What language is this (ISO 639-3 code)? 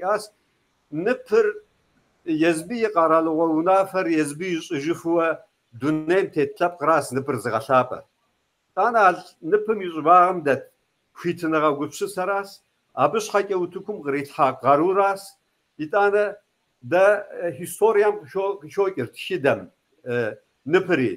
kbd